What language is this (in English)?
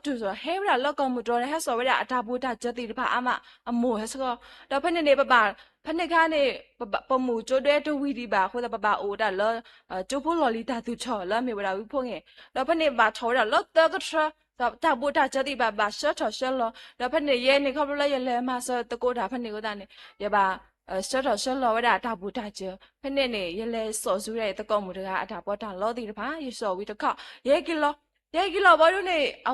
S'gaw Karen